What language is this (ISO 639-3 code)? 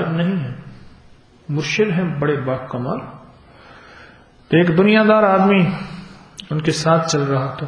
urd